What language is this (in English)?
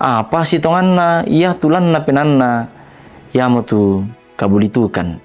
Toraja-Sa'dan